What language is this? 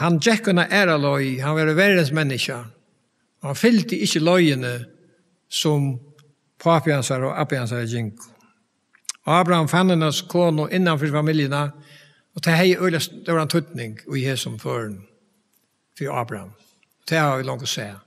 Faroese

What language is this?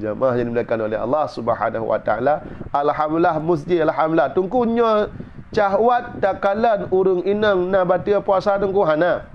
Achinese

